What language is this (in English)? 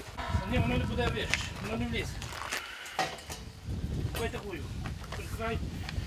Ukrainian